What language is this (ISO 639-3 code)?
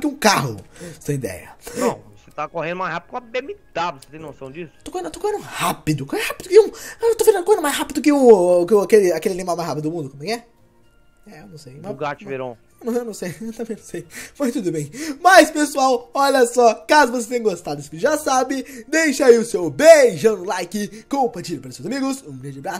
por